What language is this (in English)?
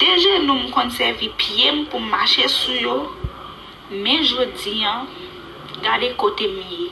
Haitian Creole